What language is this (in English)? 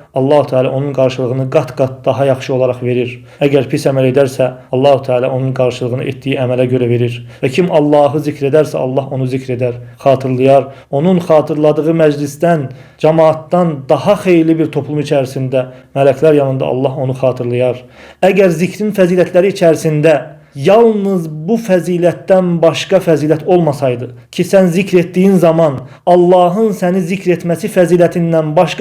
Azerbaijani